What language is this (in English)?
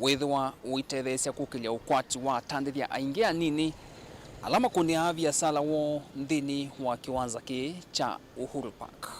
Kamba